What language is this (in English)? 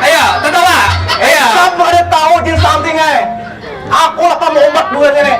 Banjar